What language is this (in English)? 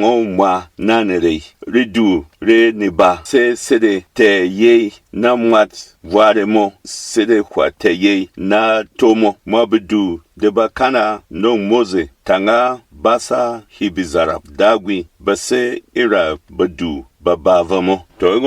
Berom